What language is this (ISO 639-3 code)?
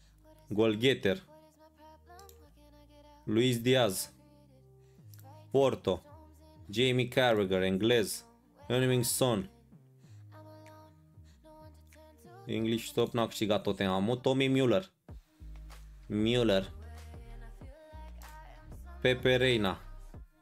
ron